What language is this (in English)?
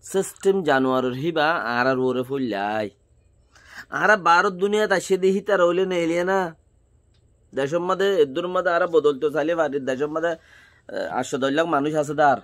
Rohingya